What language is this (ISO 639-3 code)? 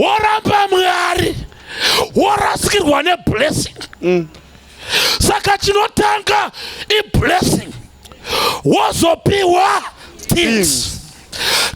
sna